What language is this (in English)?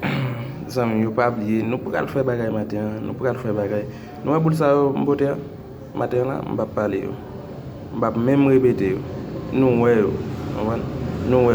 Haitian Creole